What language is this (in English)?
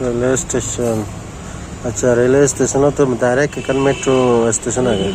Chakma